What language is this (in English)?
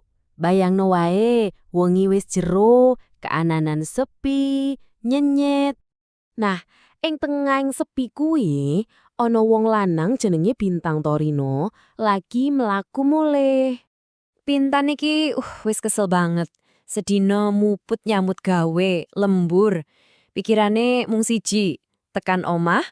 Javanese